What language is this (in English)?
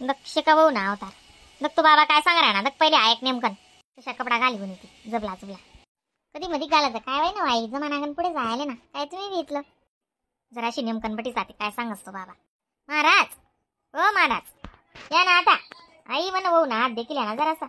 Khandesi